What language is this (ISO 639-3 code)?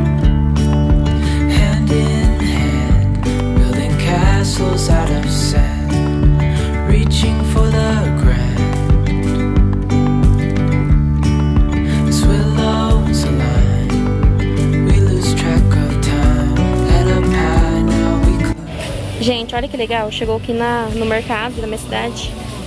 por